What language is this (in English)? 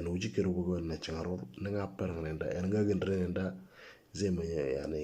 Moro